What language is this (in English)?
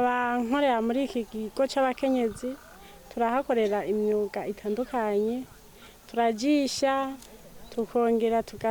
Rundi